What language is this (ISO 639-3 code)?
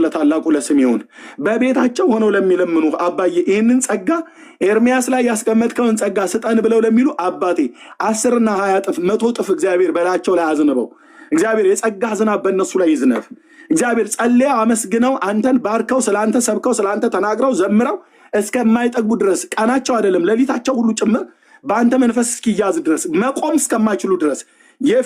amh